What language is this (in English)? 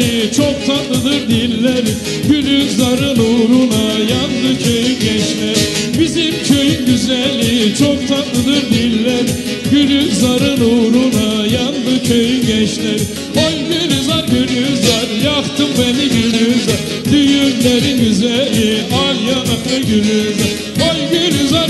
Turkish